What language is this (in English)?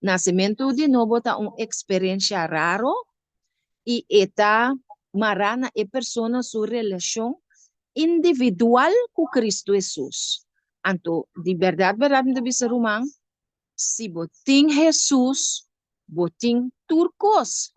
Papiamento